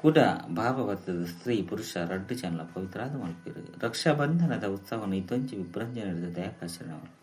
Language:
Tulu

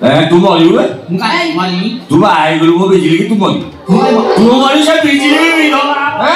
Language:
Santali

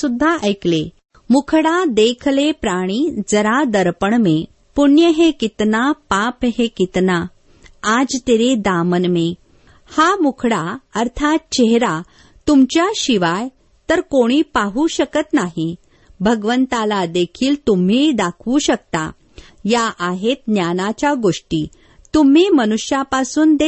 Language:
Marathi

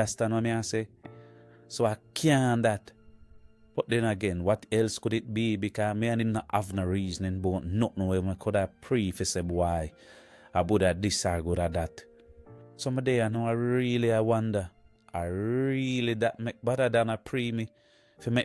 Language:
Jamaican Creole English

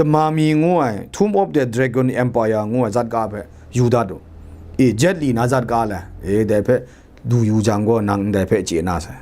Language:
Kachin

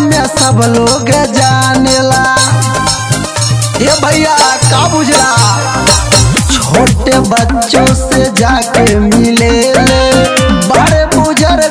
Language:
Bhojpuri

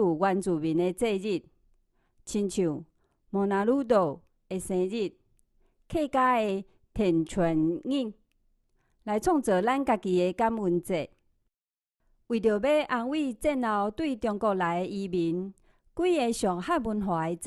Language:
Min Nan Chinese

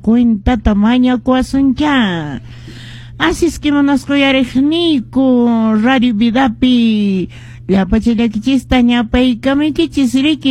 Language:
Quechua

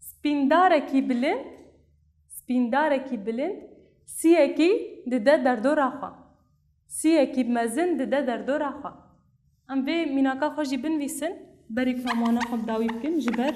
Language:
Kurdish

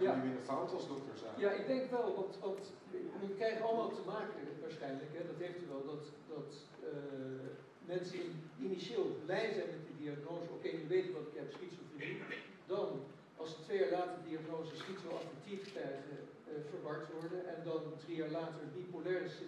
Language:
Dutch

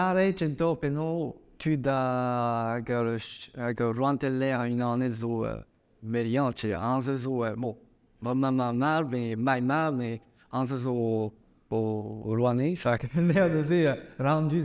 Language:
Breton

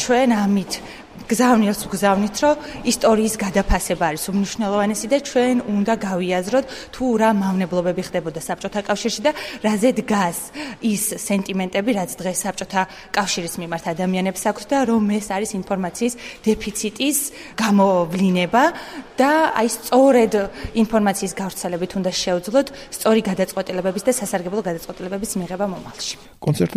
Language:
Georgian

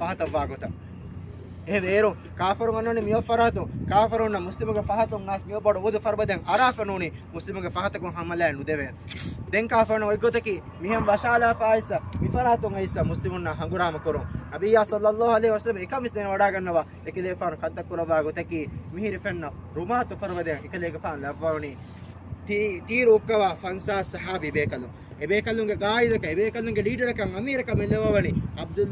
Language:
Divehi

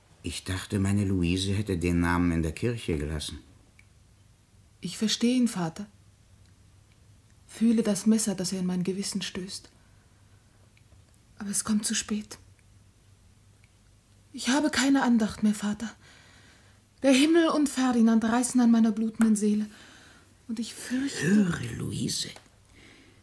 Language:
German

